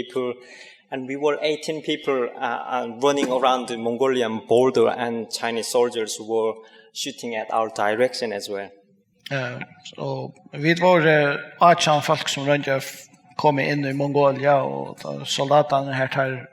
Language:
Faroese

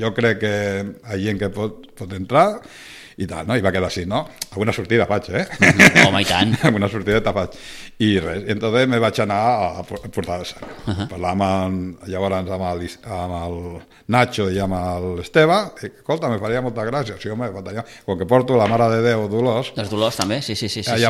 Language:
Catalan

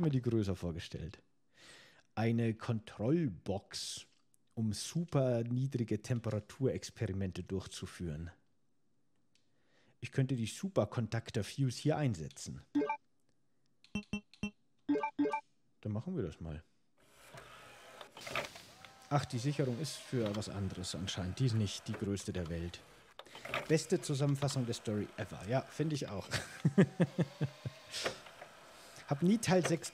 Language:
German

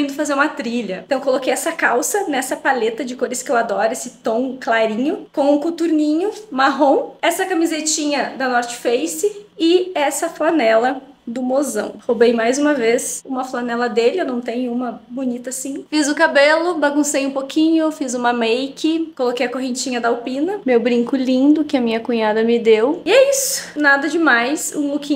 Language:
Portuguese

